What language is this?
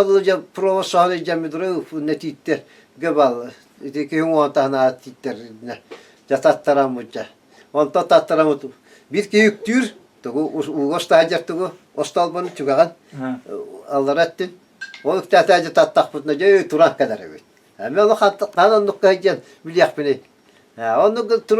Yakut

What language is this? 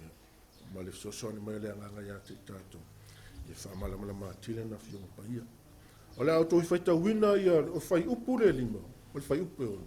Samoan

